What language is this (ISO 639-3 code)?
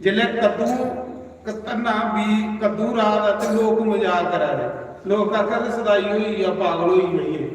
doi